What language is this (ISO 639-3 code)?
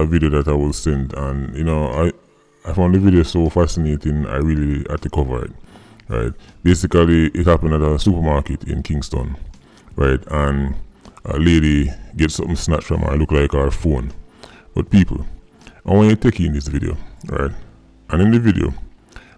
jam